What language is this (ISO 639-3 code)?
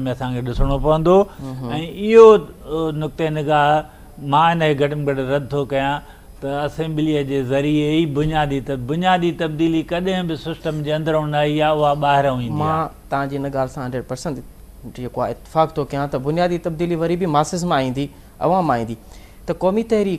snd